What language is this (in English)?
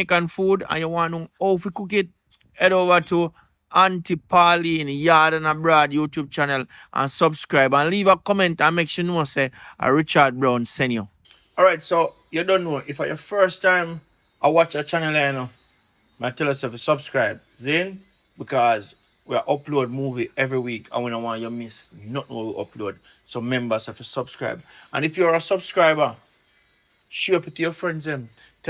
Jamaican Creole English